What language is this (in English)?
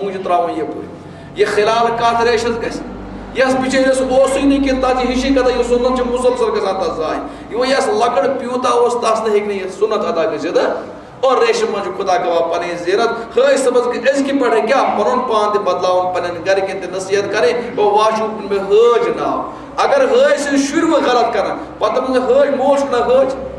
Kashmiri